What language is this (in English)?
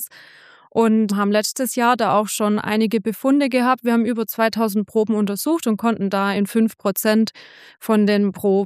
German